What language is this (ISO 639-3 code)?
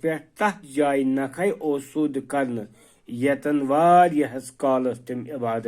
kas